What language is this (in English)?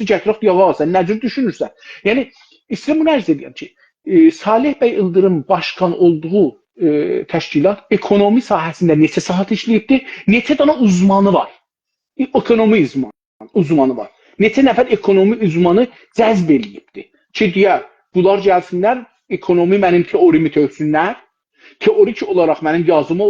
South Azerbaijani